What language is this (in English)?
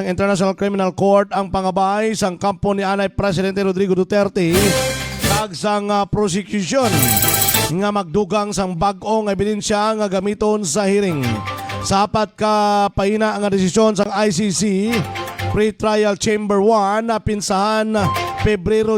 Hiligaynon